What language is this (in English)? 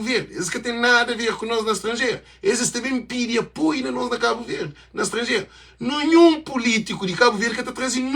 Kabuverdianu